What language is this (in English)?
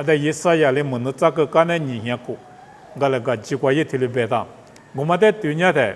Lisu